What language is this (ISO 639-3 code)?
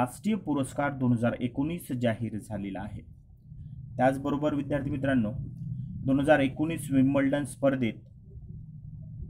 mar